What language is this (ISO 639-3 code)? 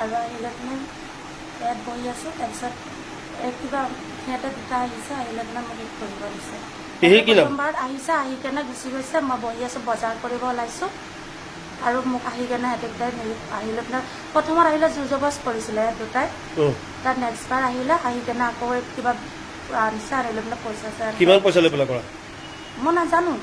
asm